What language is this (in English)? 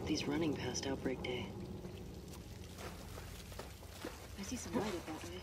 English